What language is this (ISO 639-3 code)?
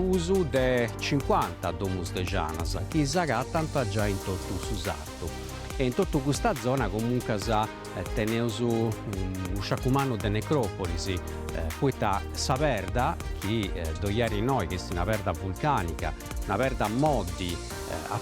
srd